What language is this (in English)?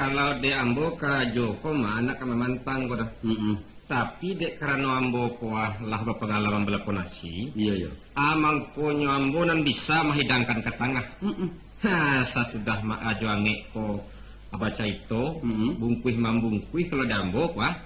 Minangkabau